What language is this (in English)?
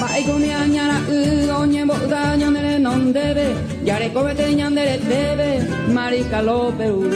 Guarani